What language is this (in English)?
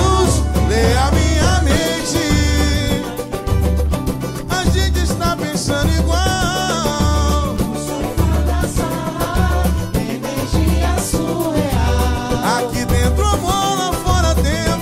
Portuguese